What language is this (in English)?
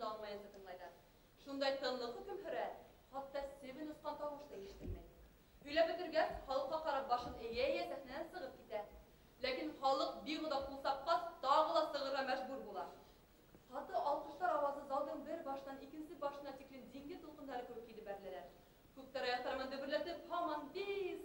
Bashkir